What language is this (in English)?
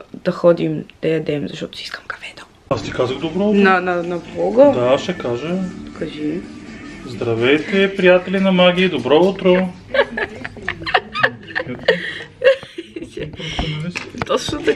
Bulgarian